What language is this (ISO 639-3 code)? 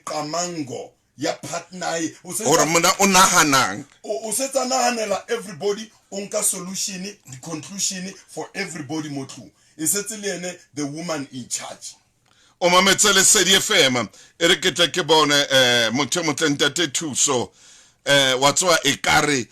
sot